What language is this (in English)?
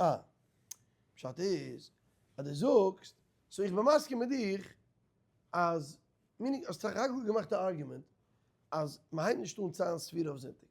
Yiddish